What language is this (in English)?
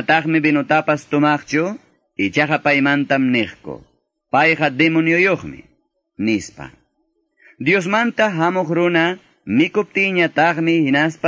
Quechua